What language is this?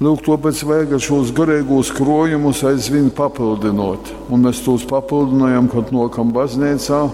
Latgalian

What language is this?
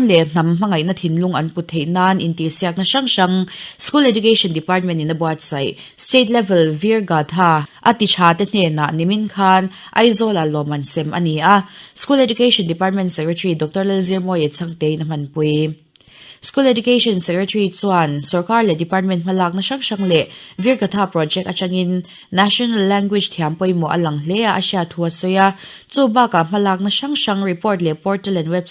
Mizo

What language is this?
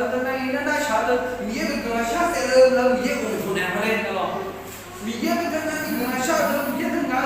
Akha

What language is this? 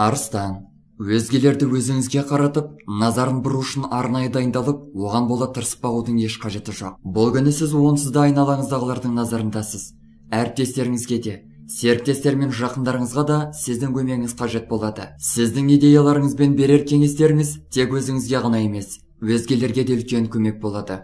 Kazakh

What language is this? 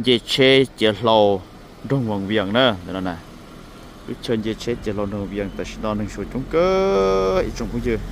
Hmong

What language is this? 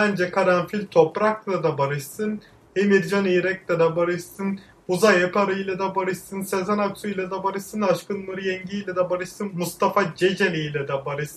Turkish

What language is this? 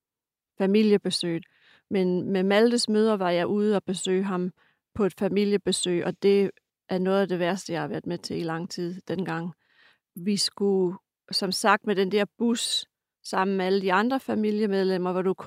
Danish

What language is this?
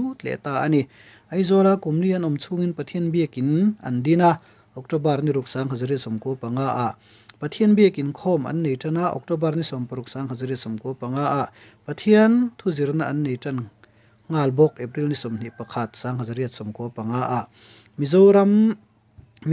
Mizo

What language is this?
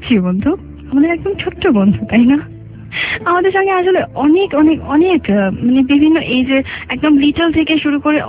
Bangla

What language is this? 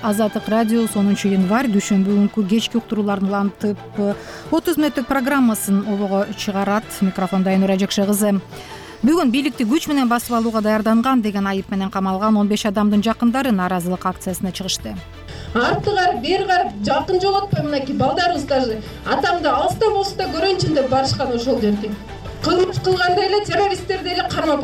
Kyrgyz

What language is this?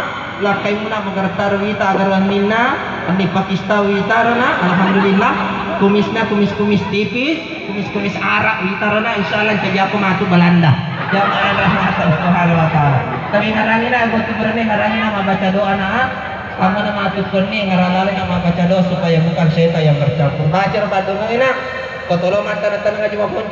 Buginese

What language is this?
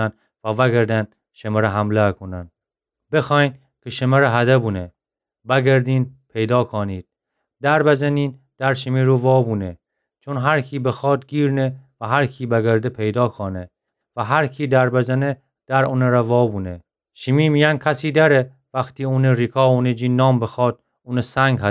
Gilaki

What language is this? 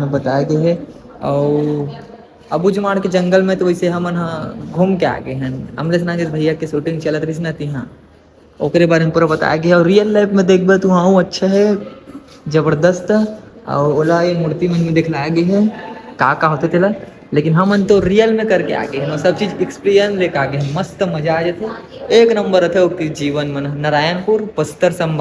Chhattisgarhi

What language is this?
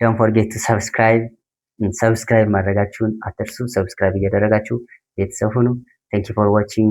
Amharic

